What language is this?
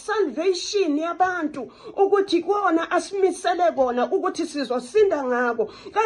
Zulu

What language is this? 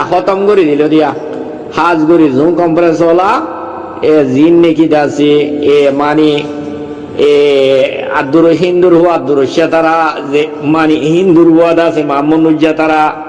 Rohingya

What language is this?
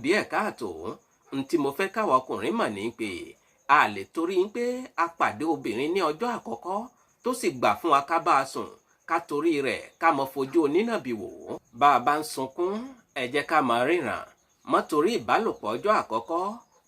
Yoruba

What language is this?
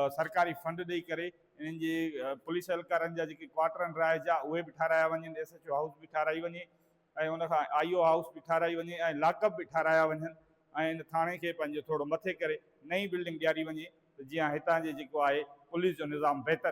Sindhi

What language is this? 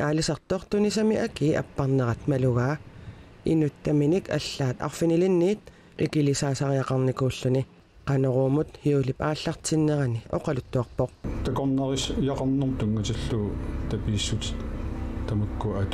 Kalaallisut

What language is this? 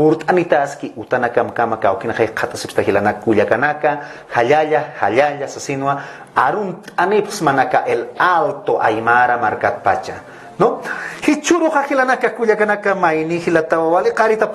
Aymara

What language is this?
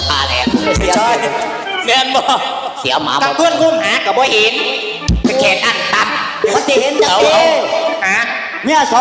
Northeastern Thai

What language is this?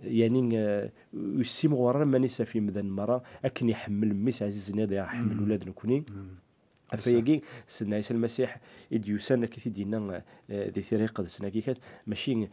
Kabyle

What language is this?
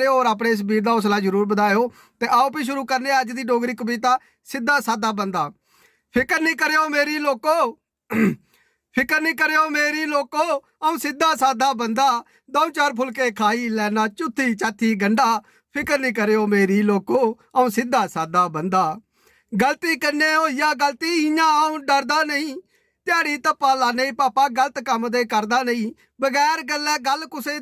Dogri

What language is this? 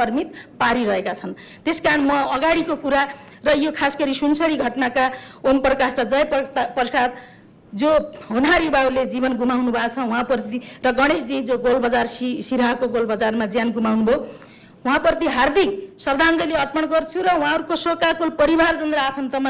Nepali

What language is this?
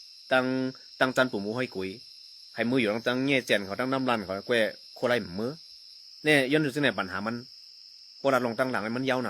Shan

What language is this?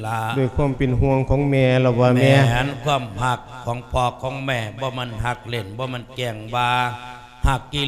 Lao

